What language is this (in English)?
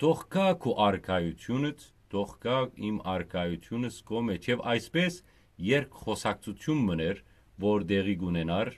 Western Armenian